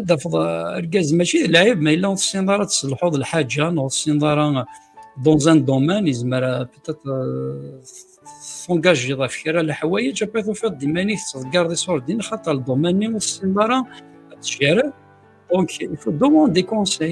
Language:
Kabyle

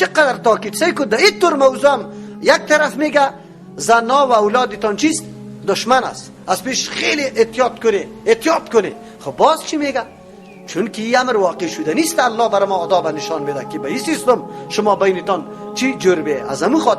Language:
Persian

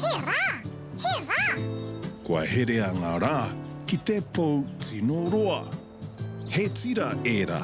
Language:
Māori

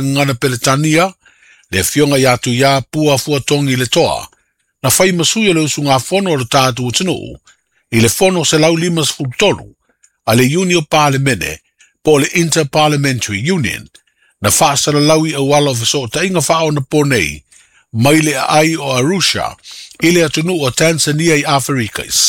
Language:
Samoan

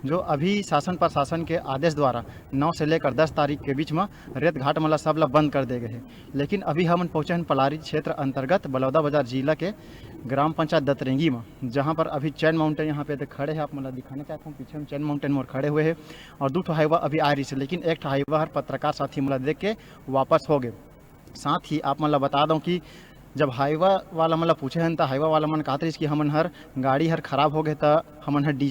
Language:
Chhattisgarhi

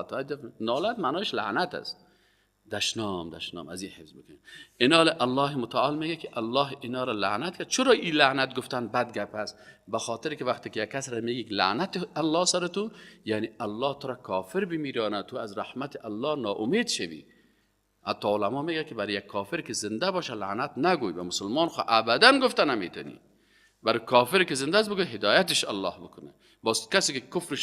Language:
Persian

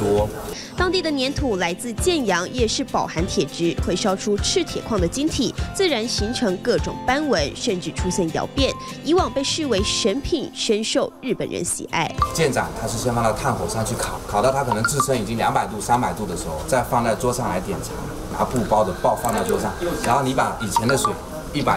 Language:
Chinese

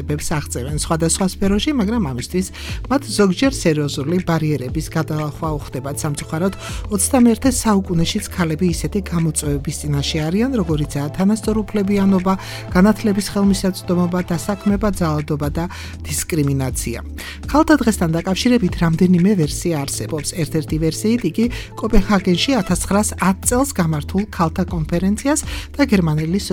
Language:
Georgian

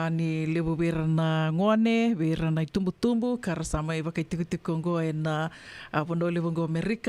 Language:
Fijian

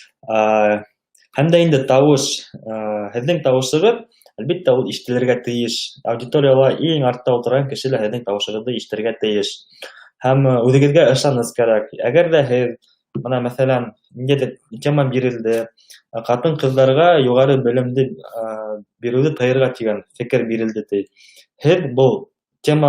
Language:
Bashkir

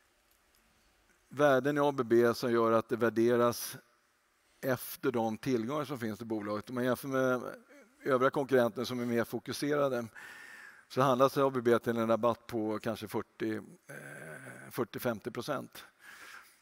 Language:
Swedish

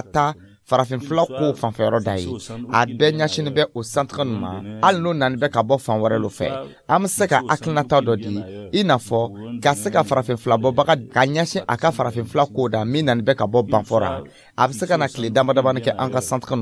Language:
Dyula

